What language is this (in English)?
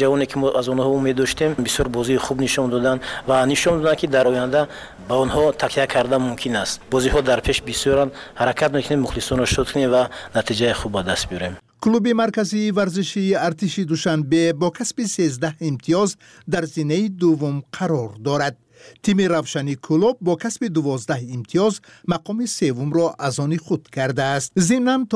Tajik